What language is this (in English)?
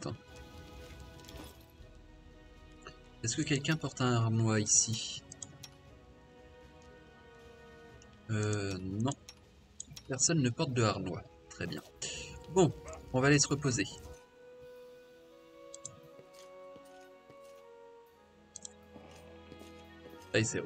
French